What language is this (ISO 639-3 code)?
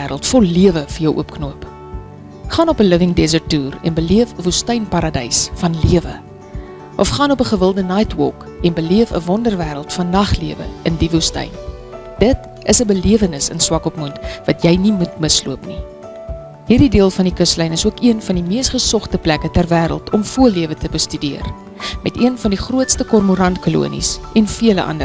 afr